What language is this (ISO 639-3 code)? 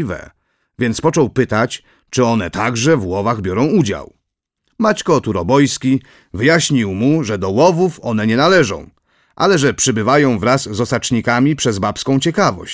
pol